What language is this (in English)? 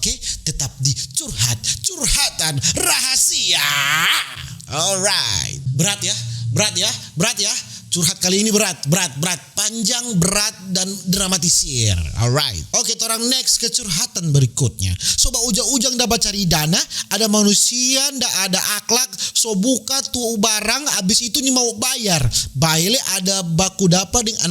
Manado Malay